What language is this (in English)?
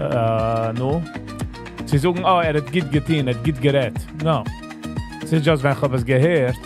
Yiddish